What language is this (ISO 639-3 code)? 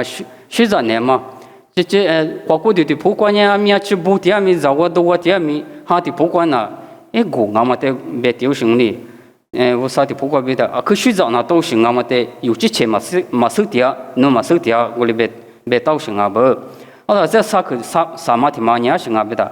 lis